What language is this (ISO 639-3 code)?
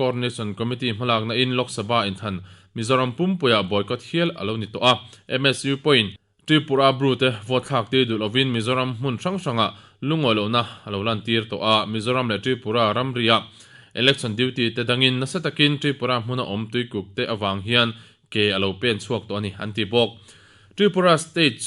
lus